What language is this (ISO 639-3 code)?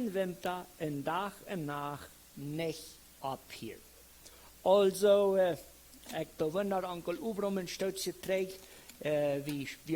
pdt